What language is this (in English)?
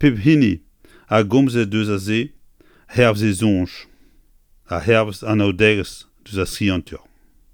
Breton